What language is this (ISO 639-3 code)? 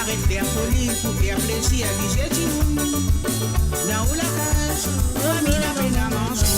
mfe